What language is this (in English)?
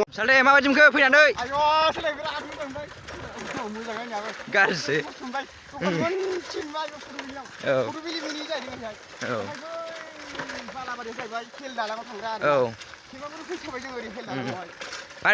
Bodo